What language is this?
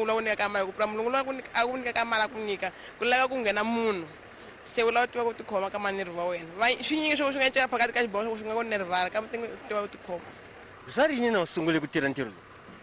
Tsonga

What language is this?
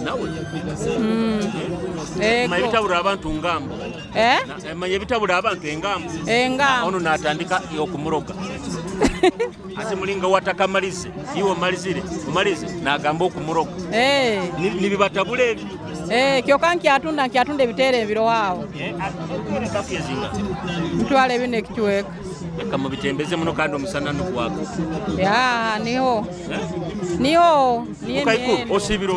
Nyoro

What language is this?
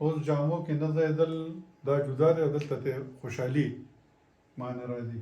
Pashto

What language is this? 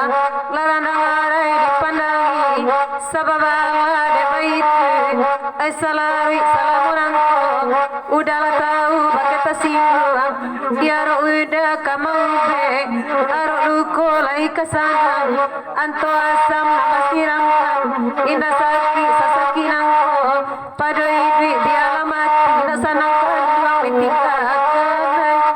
Minangkabau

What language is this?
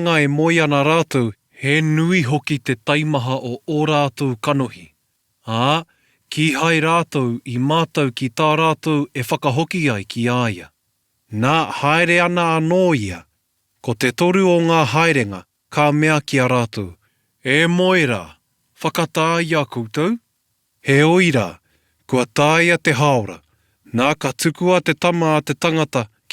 Māori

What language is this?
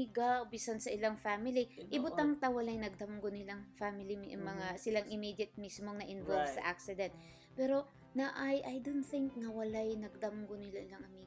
Cebuano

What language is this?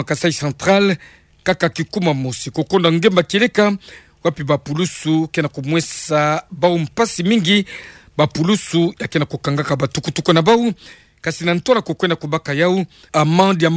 Kituba (Democratic Republic of Congo)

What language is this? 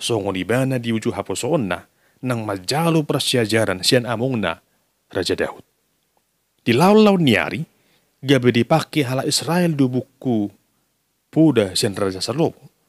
Batak Toba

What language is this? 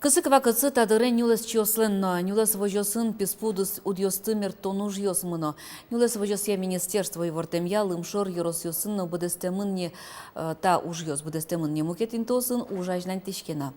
Udmurt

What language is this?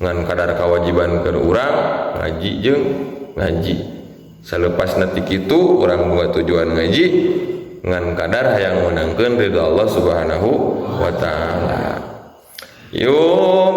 Sundanese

